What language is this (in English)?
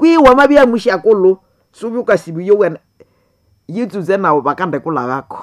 Nande